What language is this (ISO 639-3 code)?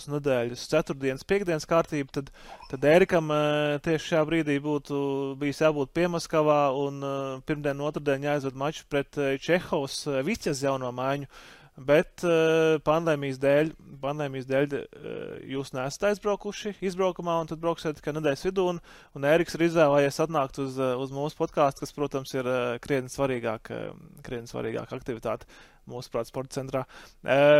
lav